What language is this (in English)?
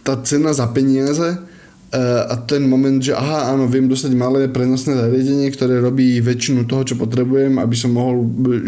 Slovak